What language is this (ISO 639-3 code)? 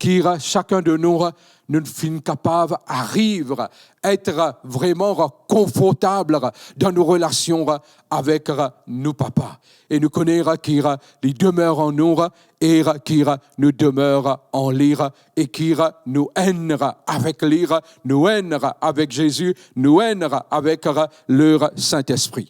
mfe